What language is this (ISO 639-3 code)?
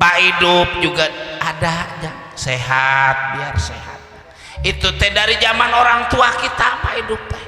bew